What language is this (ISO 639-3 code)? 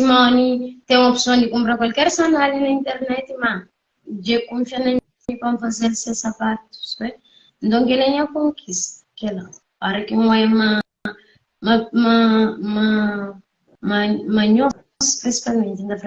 kea